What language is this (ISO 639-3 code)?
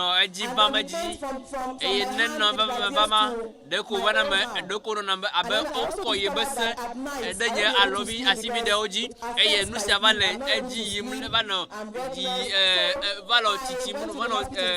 ewe